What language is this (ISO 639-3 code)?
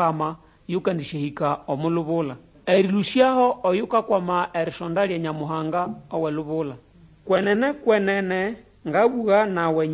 nnb